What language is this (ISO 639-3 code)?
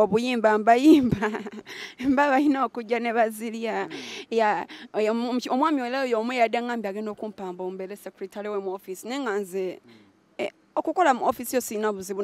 lug